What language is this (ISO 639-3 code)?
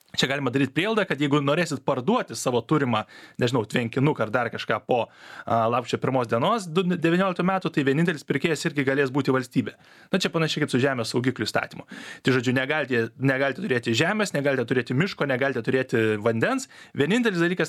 lit